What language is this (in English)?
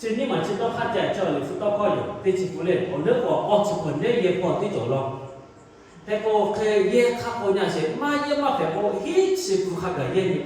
Lahu